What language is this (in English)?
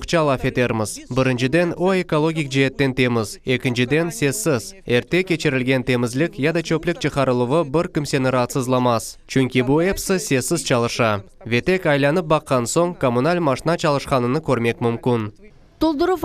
Crimean Tatar